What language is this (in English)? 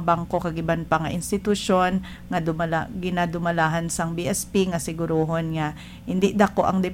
Hiligaynon